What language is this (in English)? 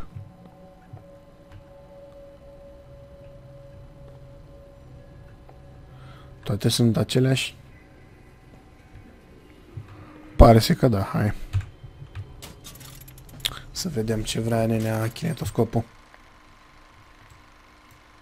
Romanian